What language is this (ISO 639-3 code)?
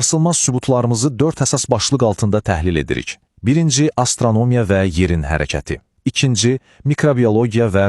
aze